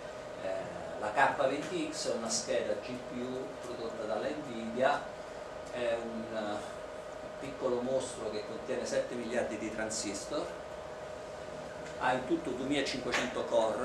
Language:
Italian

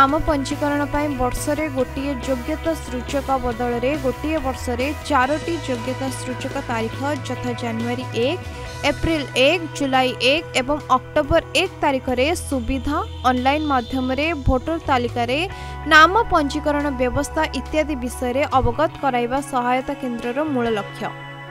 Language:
Odia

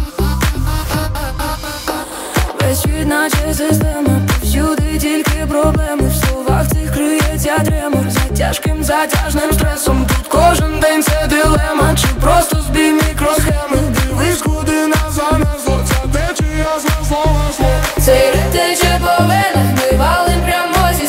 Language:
Ukrainian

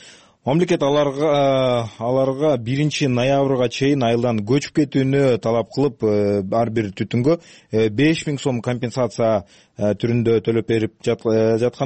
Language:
Kyrgyz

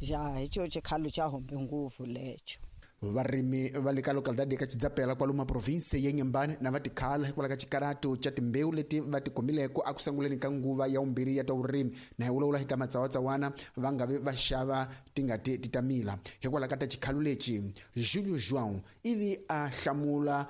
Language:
Tsonga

